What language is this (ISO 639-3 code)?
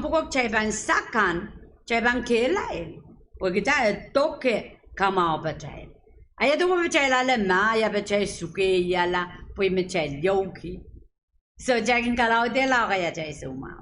pon